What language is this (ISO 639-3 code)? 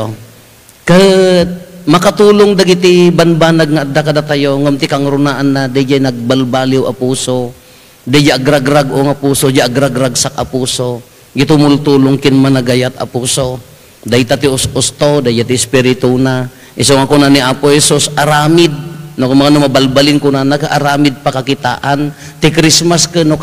ilo